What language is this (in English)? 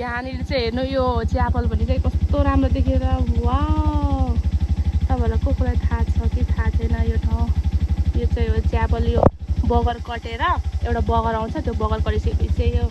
Nepali